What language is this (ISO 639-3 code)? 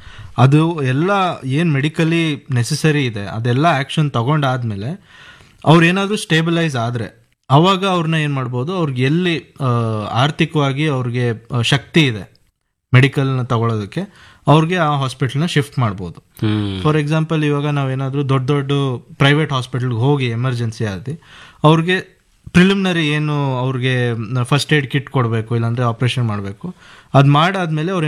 kan